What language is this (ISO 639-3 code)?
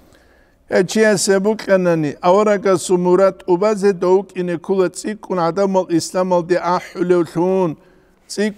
ava